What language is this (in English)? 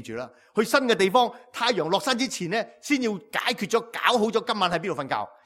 Cantonese